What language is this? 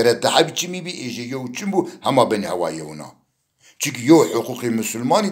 Zaza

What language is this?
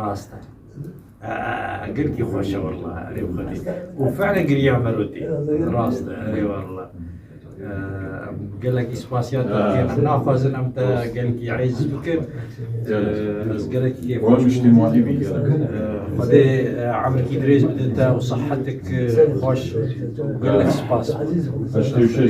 Kurdish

